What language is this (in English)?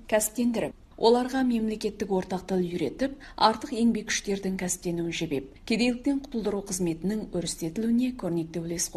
Kazakh